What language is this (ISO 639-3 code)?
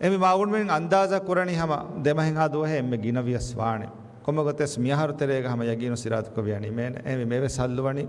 div